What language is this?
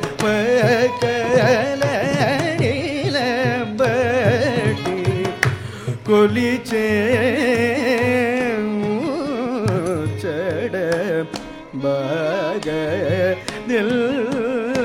Tamil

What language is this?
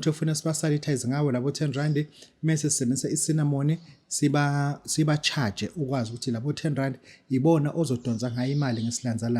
Zulu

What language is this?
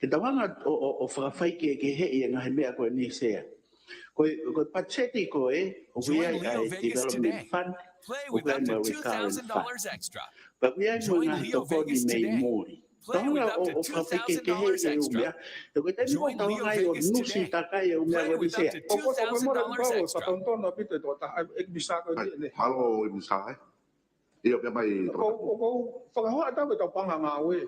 Tongan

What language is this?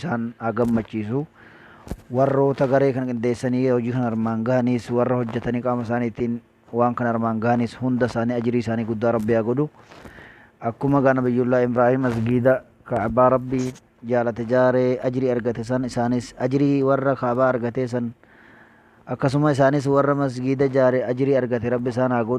Oromo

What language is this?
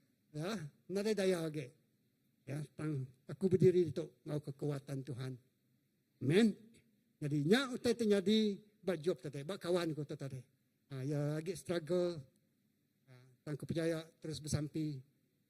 Iban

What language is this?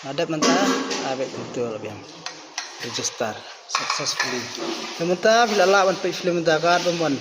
Khasi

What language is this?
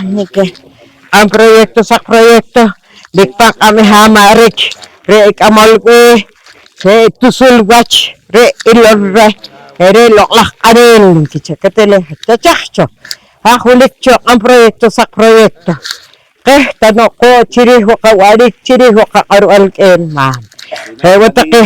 Poqomchi'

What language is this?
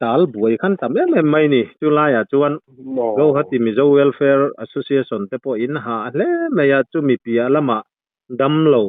Mizo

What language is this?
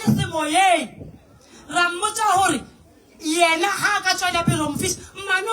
Northern Sotho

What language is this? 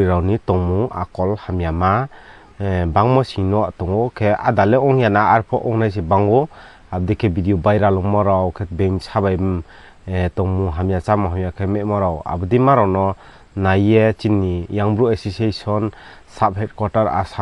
Riang (India)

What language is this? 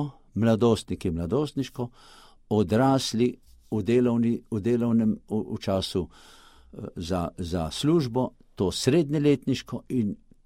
Slovenian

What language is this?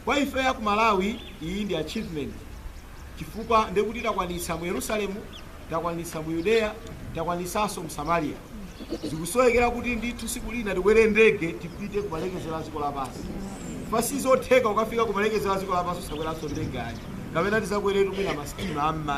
Nyanja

